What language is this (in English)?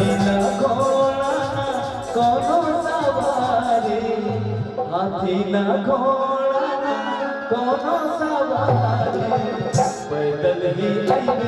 Chhattisgarhi